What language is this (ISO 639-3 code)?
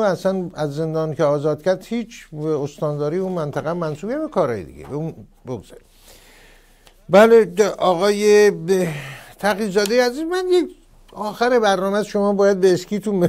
fas